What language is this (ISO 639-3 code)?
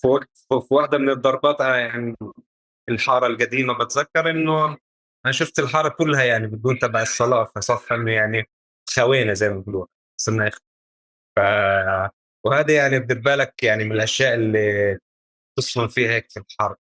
apc